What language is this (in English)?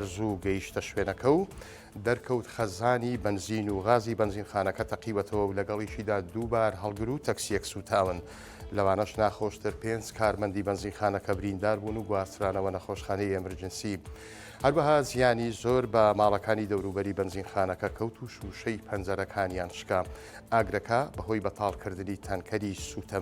Central Kurdish